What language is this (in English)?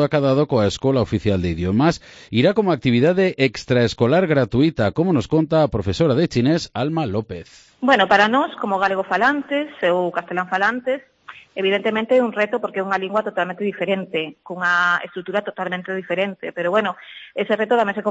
Galician